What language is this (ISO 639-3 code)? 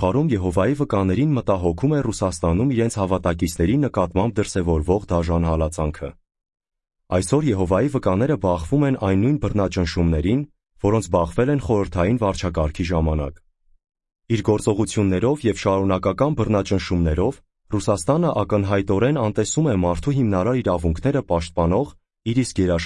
hye